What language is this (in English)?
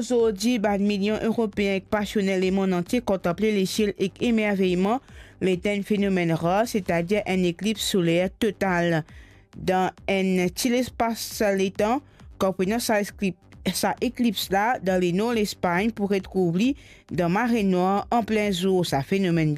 Morisyen